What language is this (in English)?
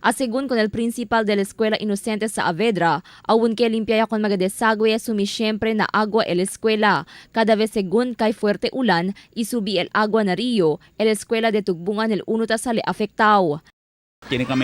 Chavacano